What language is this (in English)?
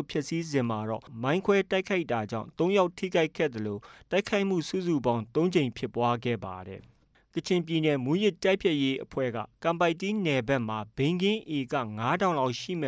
Burmese